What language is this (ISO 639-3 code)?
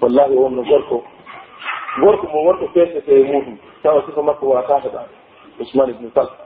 fuf